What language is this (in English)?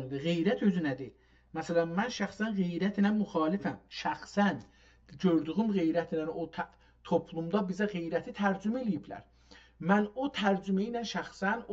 South Azerbaijani